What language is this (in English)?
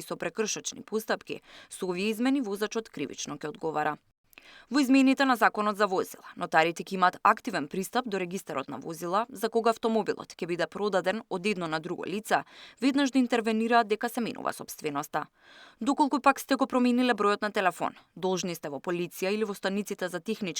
Macedonian